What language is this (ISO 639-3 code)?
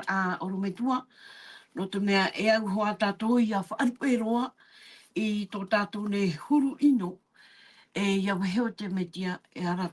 tah